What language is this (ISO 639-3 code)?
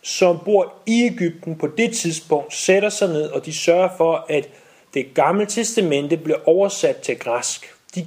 dan